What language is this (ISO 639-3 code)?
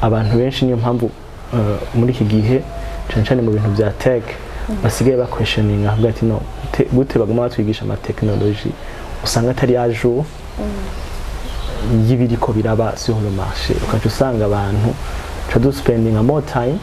run